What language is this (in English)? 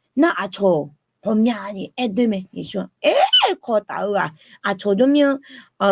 Akha